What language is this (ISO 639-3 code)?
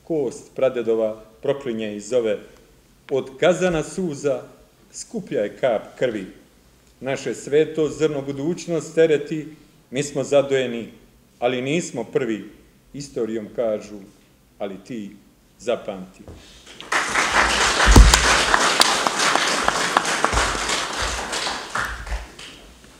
srp